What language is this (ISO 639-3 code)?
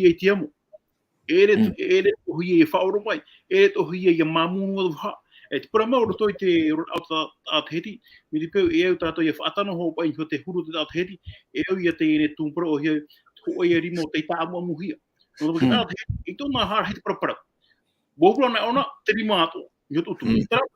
tah